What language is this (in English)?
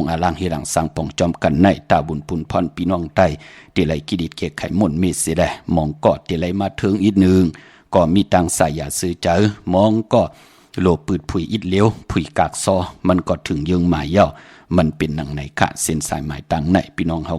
Shan